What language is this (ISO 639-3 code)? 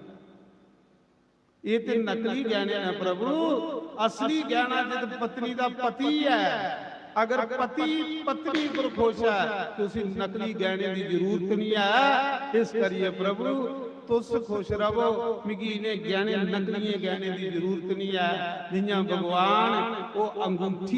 doi